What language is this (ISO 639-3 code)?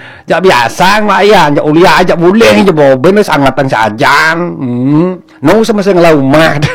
ban